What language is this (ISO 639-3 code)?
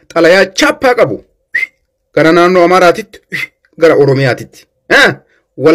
orm